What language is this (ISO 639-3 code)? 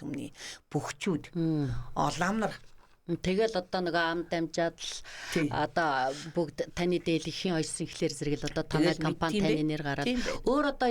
mon